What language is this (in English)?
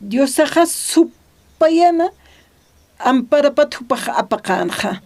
Aymara